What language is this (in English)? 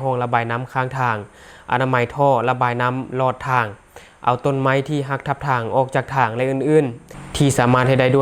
Lao